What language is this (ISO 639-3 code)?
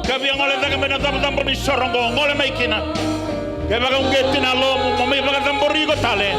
fij